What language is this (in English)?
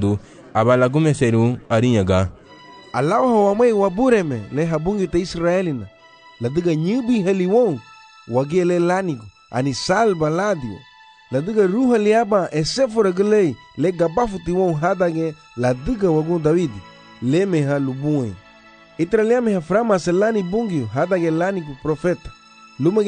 Garifuna